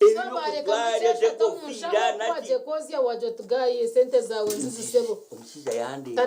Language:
Nyankole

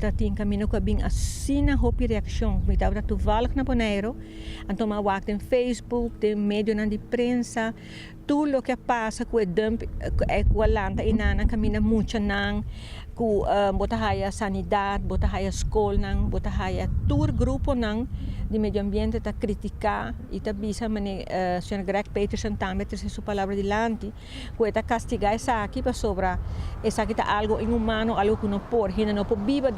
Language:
Papiamento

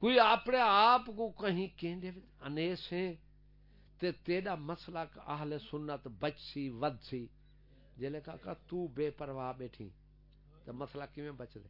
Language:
Saraiki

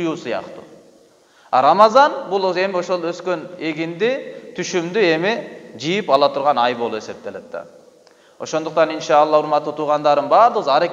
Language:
Kyrgyz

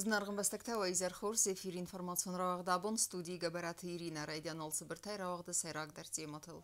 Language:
Ossetic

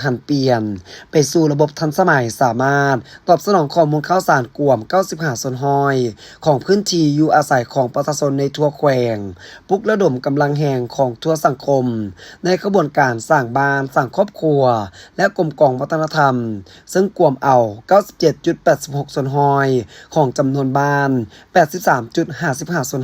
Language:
Lao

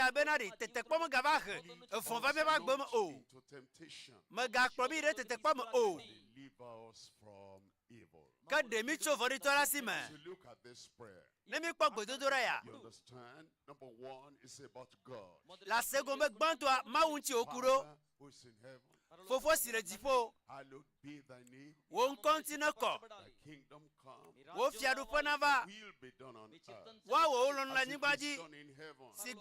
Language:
Ewe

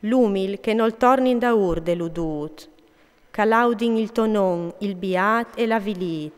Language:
Friulian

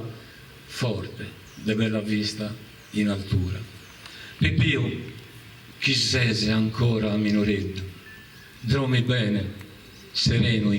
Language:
Sardinian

